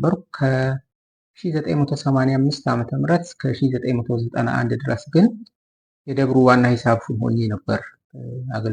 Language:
Amharic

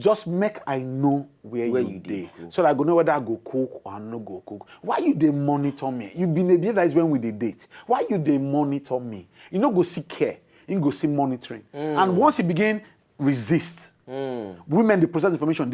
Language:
Nigerian Pidgin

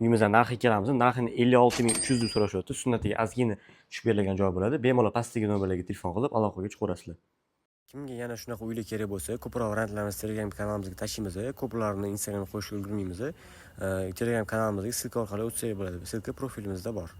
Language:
Uzbek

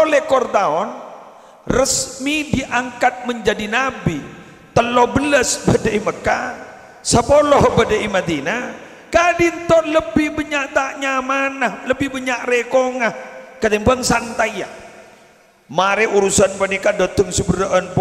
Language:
Madurese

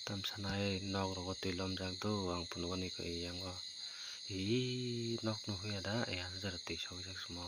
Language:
Kok Borok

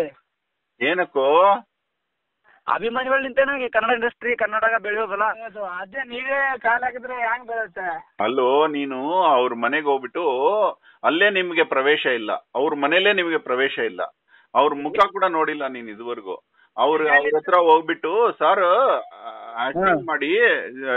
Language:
Kannada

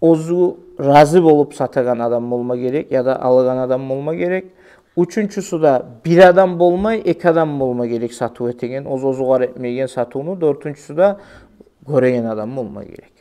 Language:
Kumyk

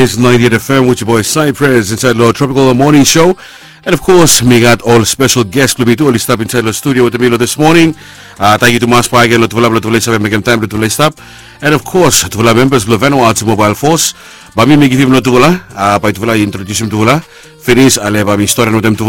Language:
Bislama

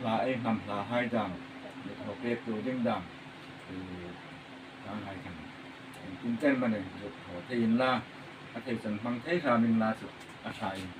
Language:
Hmar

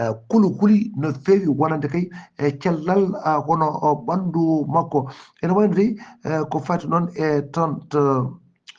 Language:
Fula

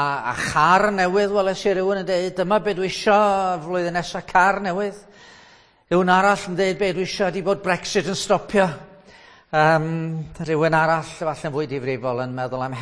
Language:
Welsh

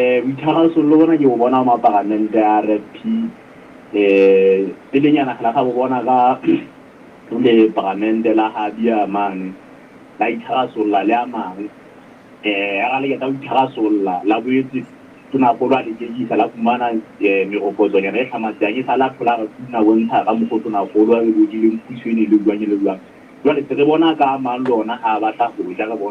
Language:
Southern Sotho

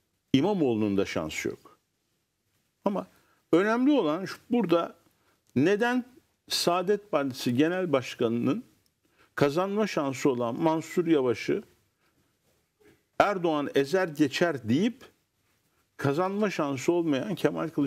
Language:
Turkish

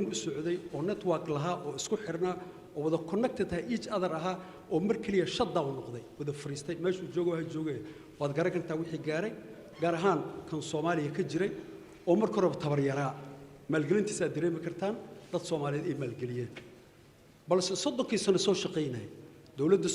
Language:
Somali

